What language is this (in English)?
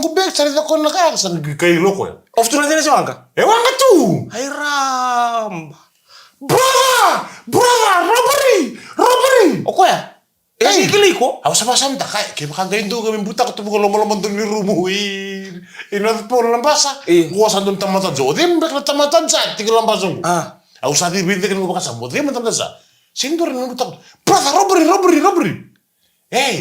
Fijian